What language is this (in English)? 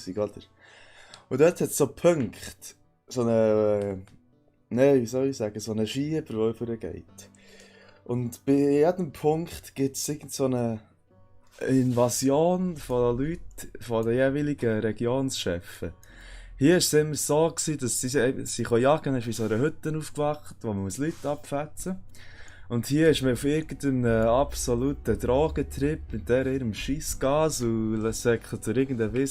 Swiss German